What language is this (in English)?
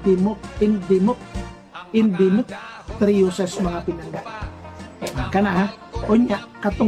Cebuano